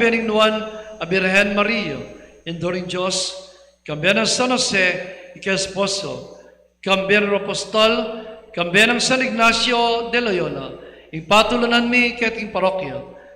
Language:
Pampanga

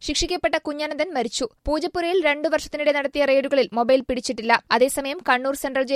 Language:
Malayalam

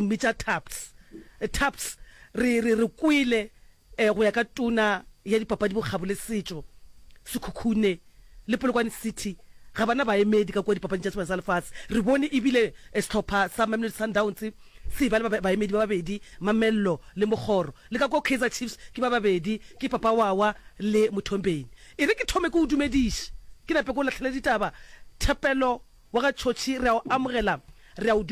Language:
Northern Sotho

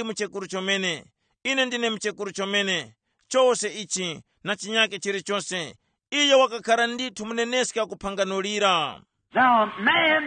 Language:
Tumbuka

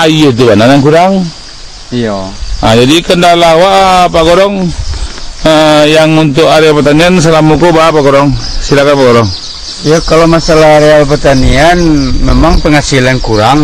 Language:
Minangkabau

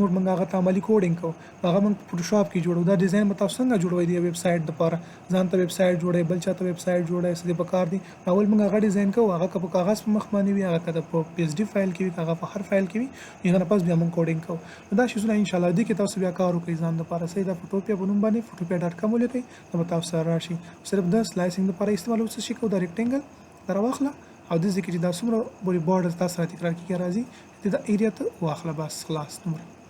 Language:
Pashto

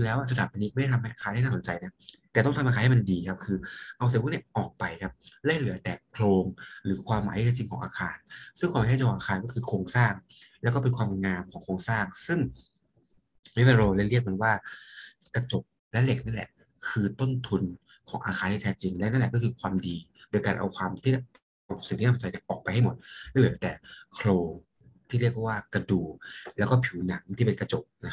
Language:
Thai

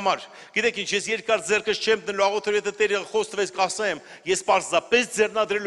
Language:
Armenian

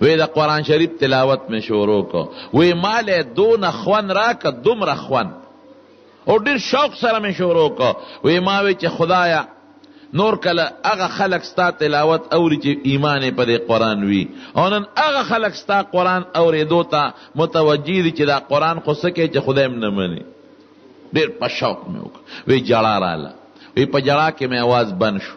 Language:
Pashto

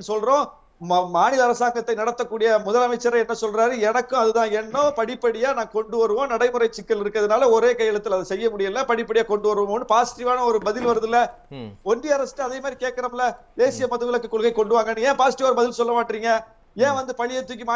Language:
Tamil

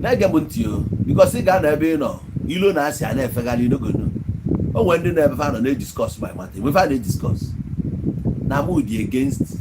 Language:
Igbo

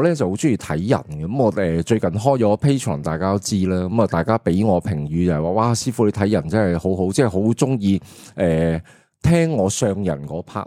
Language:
Cantonese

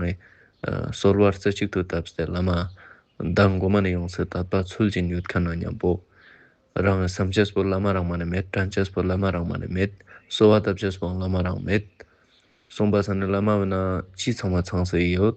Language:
Ladakhi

